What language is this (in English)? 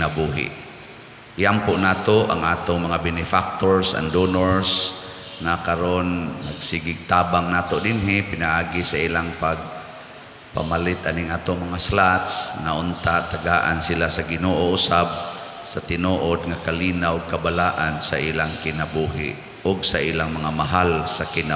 Cebuano